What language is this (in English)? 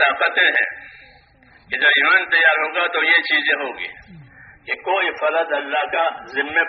Urdu